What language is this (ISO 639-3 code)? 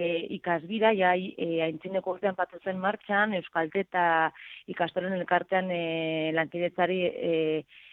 eus